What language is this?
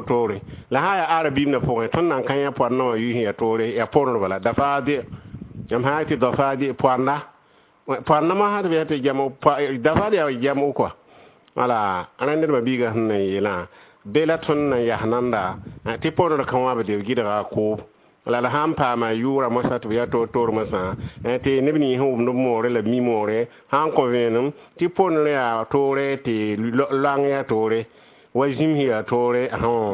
Mossi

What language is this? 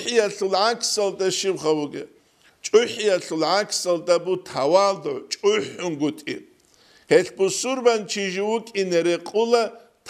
Avaric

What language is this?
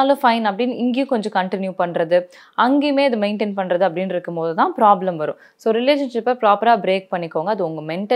Tamil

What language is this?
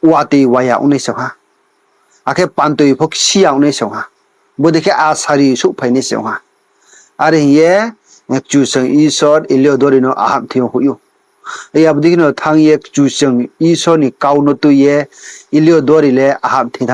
Riang (India)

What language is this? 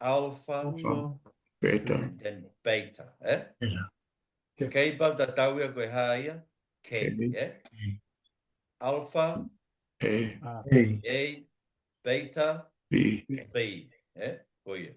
Tongan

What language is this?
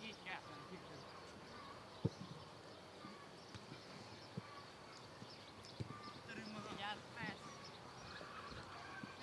Hungarian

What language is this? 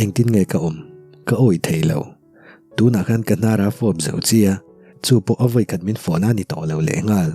Mizo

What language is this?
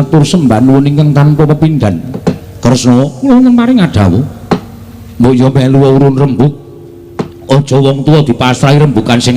Javanese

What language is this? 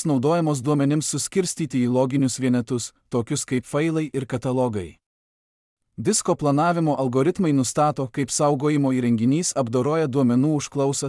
Lithuanian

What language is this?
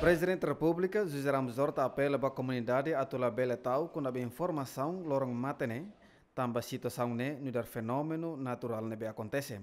Tetum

